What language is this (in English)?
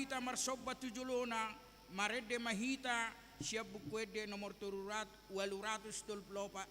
Batak Toba